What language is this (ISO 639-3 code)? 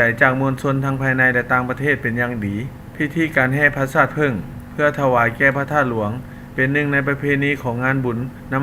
lao